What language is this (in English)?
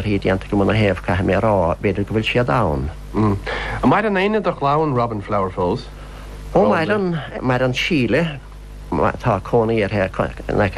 Irish